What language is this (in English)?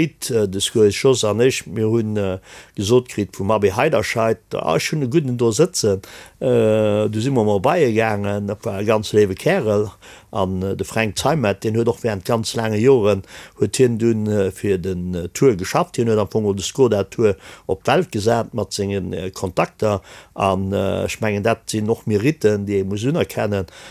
Luxembourgish